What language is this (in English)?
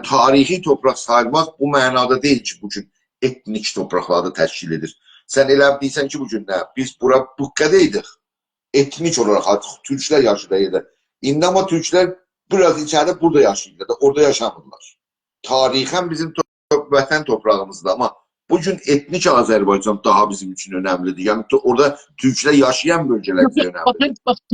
South Azerbaijani